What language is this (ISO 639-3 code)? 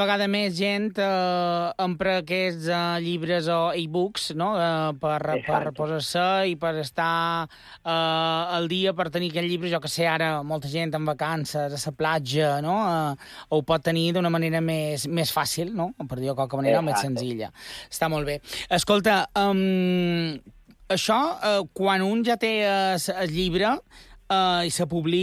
cat